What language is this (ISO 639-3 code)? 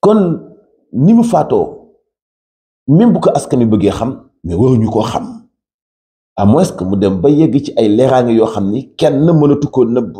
wol